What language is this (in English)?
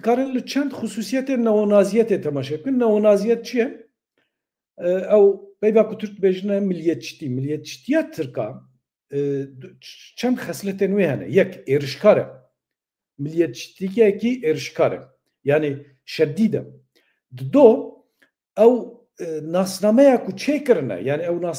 Kurdish